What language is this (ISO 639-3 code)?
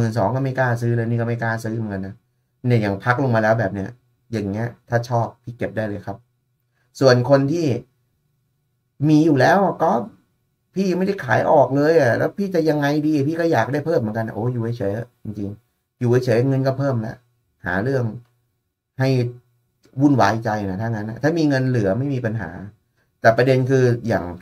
tha